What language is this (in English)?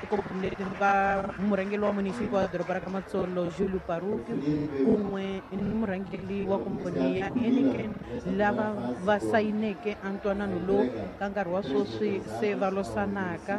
Tsonga